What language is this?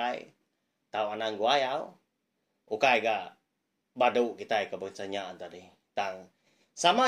Iban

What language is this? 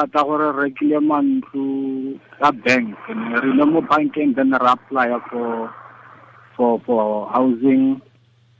Tswana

